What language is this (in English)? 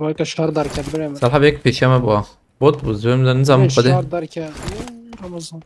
Kurdish